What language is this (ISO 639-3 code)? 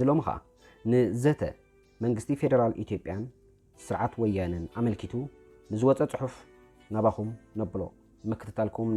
tir